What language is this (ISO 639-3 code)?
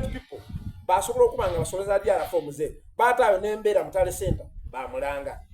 xog